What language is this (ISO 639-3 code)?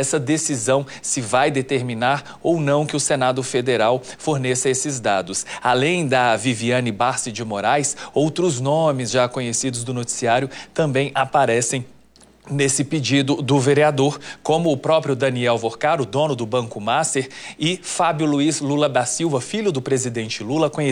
por